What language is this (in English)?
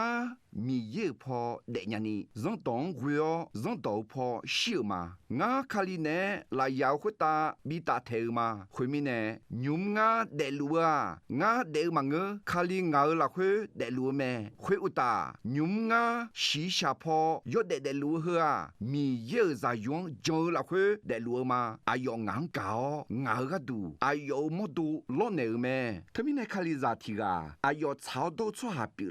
Akha